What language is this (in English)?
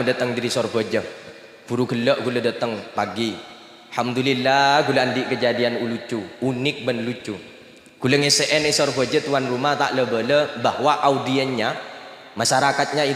Madurese